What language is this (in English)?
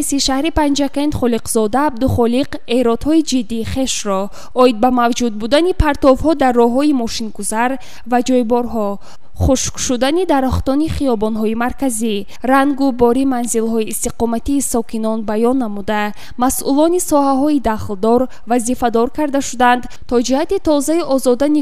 Tajik